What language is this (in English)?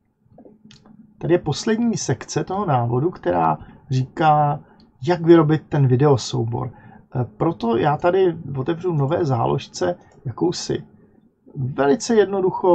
Czech